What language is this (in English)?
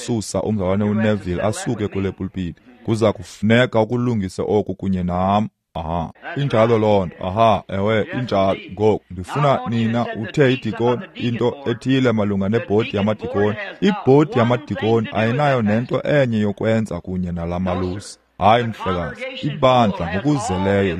Xhosa